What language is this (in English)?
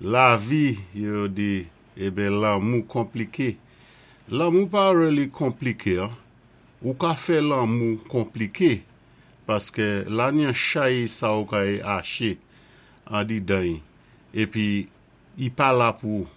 Saint Lucian Creole French